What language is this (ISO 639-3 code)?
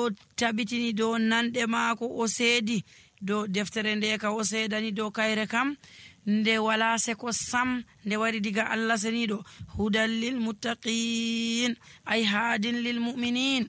fuv